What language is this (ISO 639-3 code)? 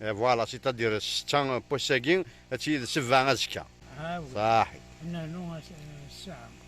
kab